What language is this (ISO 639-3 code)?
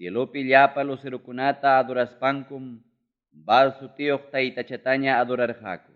quy